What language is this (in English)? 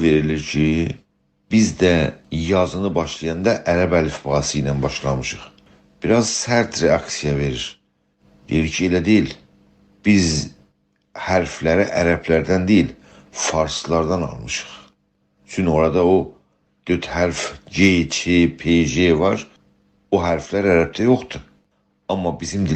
South Azerbaijani